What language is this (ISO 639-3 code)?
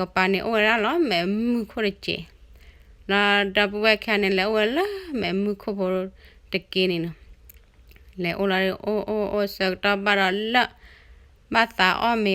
ksw